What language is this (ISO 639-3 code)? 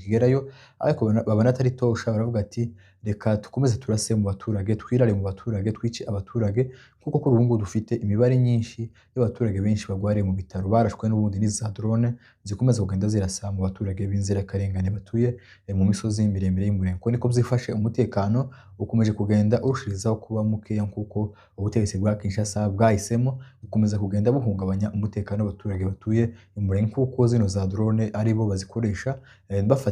kin